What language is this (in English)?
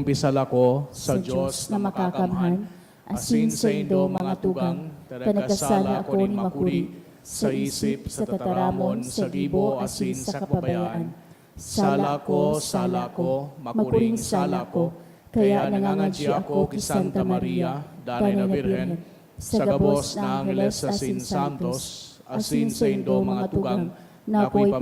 Bikol